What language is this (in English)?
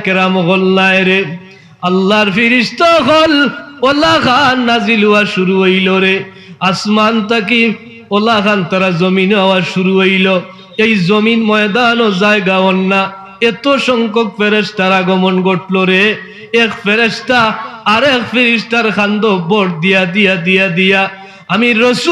Sylheti